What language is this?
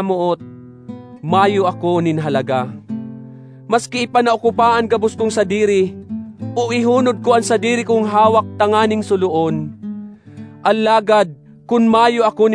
Bikol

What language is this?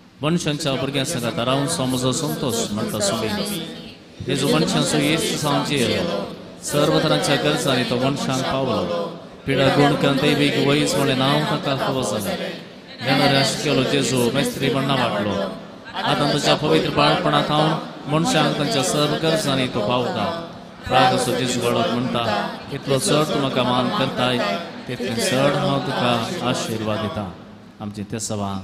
Konkani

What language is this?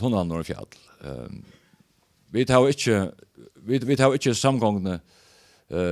Faroese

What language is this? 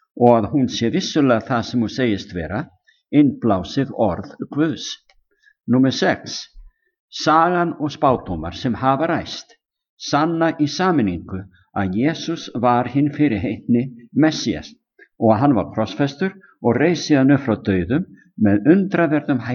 Icelandic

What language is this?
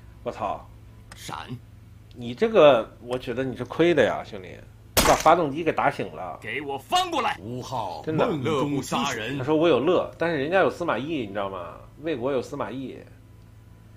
Chinese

